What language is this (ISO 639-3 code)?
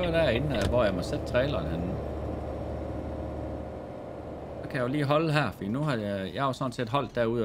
dan